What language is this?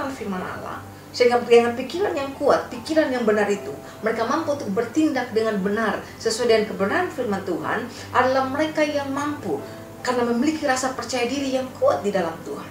Indonesian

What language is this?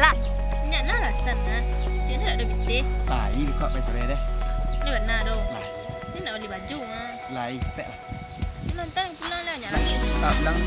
Minangkabau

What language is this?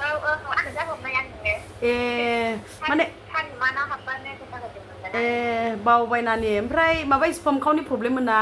Bodo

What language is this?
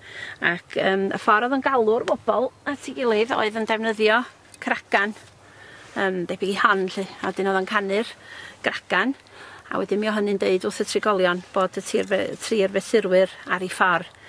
Welsh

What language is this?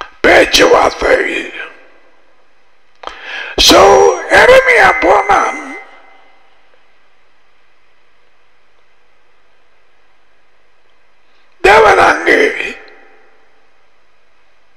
Tamil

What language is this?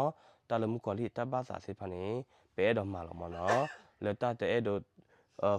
S'gaw Karen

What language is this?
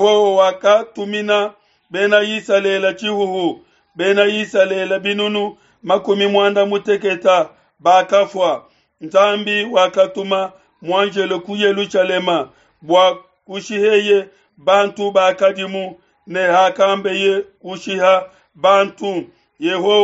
Luba-Lulua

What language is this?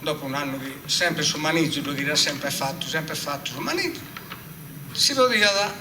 Sardinian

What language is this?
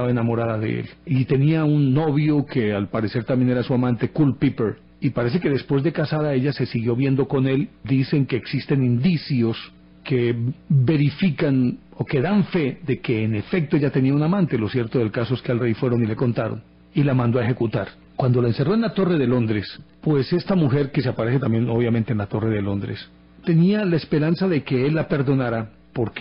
Spanish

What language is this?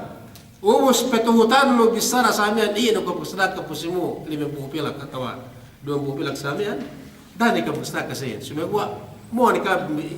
Yakan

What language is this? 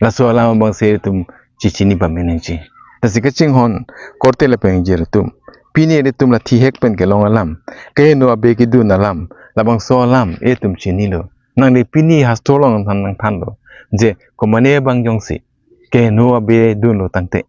Karbi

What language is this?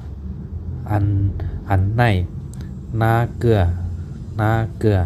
Shan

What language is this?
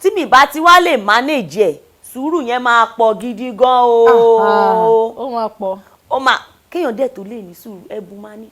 Yoruba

